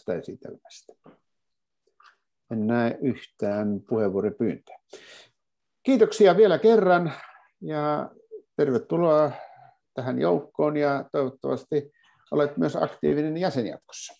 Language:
Finnish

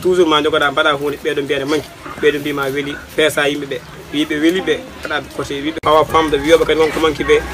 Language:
Pular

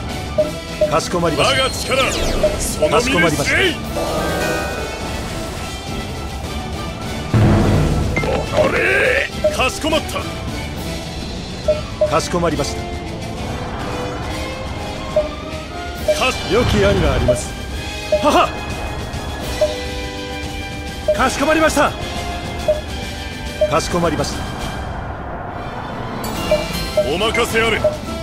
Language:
Japanese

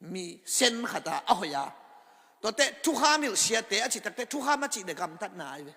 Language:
Tedim Chin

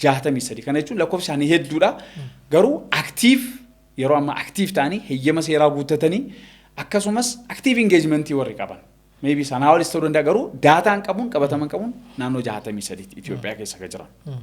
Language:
Oromo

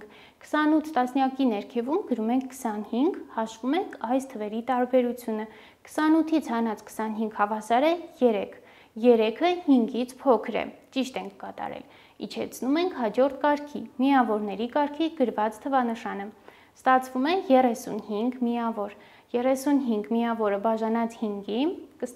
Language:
Armenian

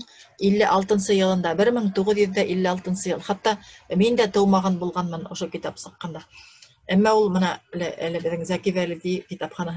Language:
Bashkir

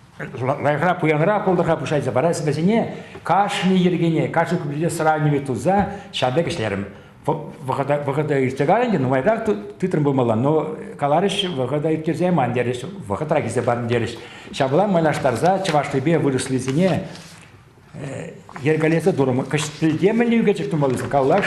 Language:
Chuvash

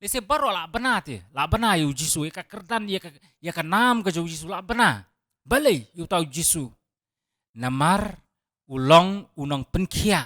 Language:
Khasi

